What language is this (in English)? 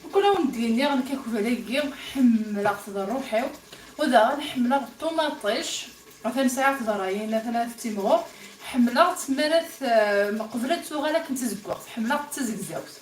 Kabyle